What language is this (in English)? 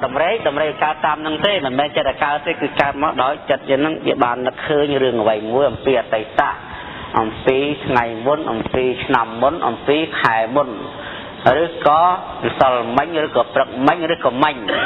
Khmer